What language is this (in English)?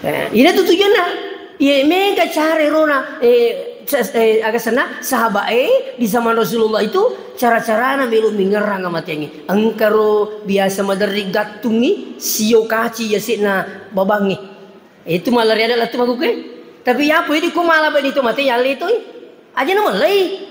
Buginese